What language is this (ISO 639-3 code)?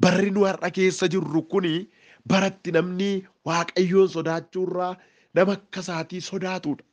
orm